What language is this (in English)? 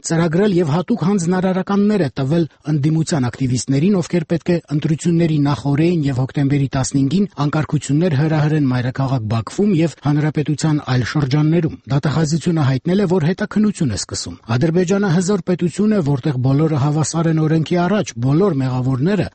Armenian